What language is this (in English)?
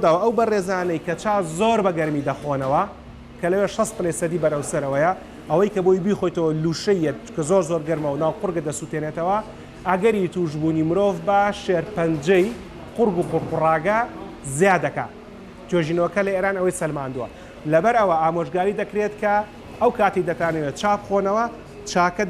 Central Kurdish